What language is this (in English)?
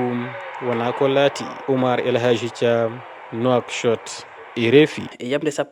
Fula